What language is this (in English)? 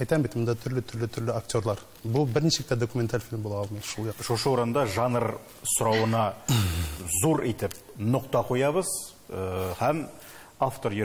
Tatar